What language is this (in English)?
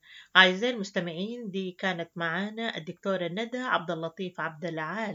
Sudanese Arabic